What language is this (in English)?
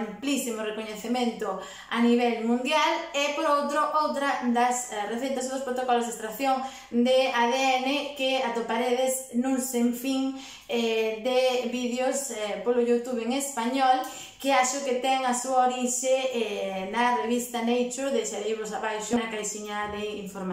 Galician